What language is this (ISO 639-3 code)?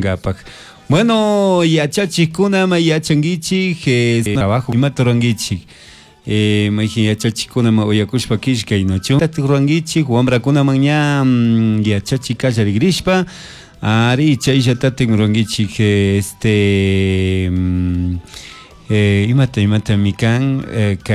qug